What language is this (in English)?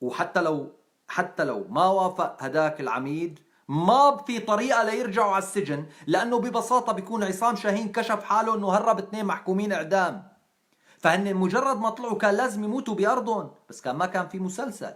North Levantine Arabic